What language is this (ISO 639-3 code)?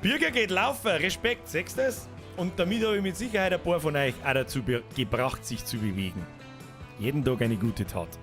bar